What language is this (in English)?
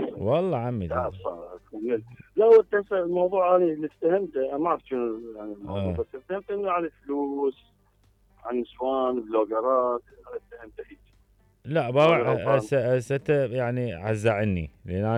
Mesopotamian Arabic